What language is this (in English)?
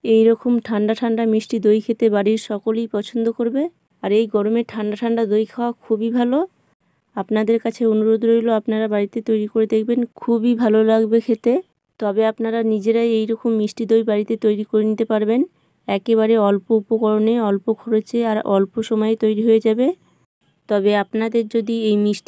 Bangla